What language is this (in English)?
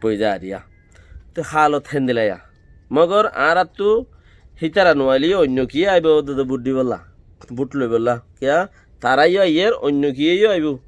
Rohingya